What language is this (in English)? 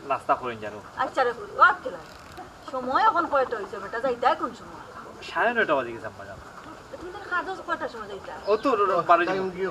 Sylheti